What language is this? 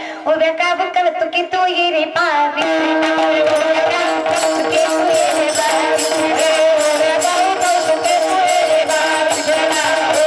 Marathi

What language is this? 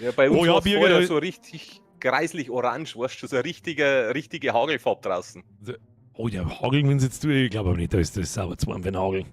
Bavarian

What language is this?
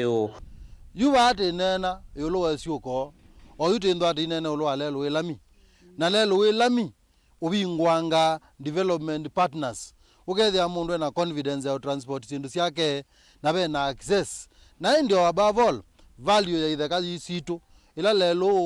Kamba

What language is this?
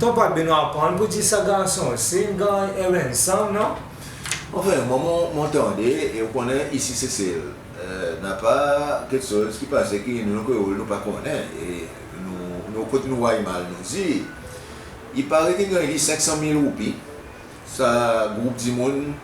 Seselwa Creole French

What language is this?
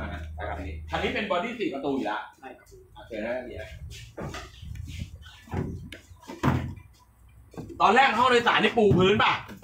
Thai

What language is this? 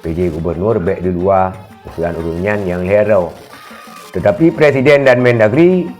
Achinese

